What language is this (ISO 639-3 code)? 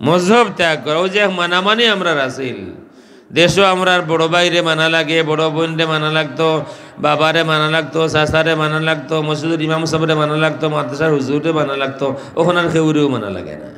syl